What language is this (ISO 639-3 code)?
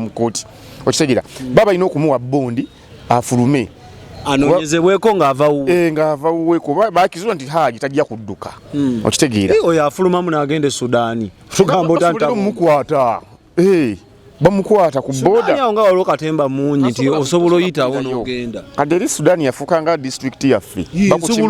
lug